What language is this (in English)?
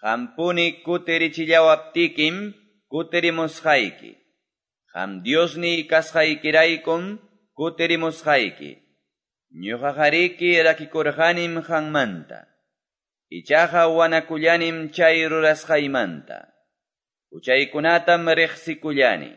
Quechua